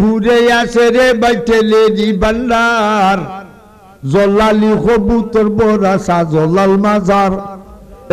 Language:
Sylheti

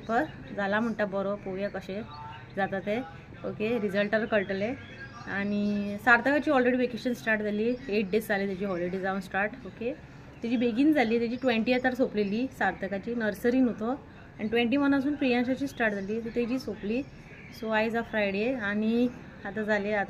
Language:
Konkani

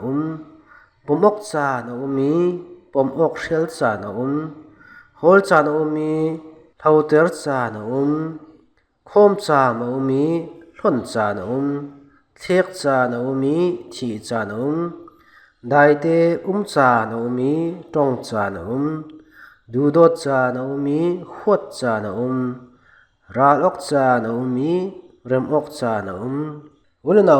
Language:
Falam Chin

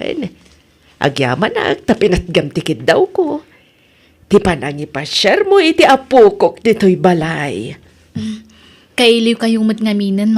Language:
Iloko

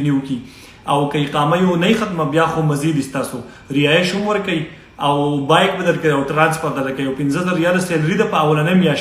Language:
Pashto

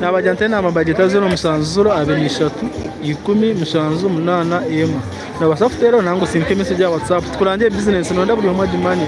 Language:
Nyankole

